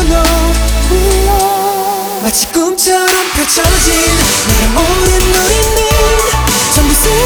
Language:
Korean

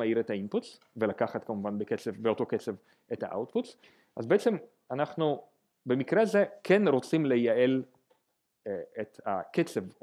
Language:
Hebrew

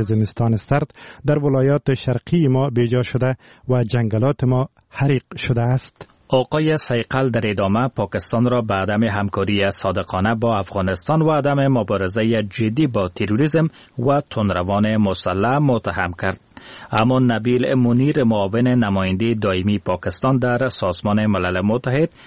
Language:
Persian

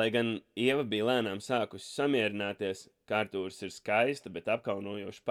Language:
Latvian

